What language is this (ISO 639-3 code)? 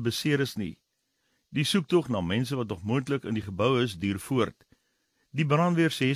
afr